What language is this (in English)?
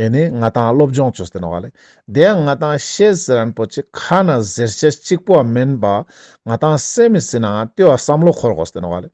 Ladakhi